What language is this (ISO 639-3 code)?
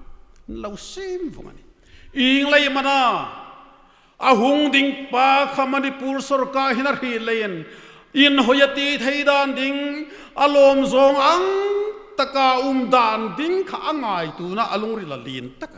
hmr